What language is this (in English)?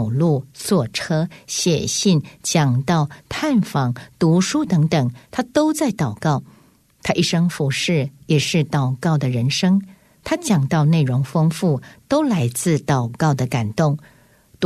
Chinese